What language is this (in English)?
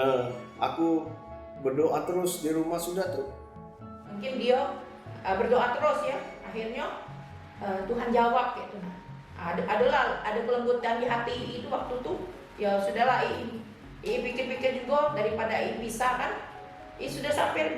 Musi